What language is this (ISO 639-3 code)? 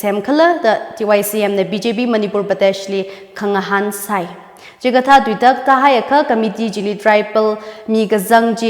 nmf